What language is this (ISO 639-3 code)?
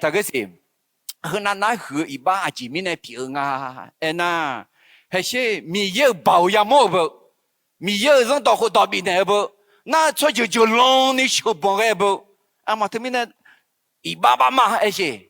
ahk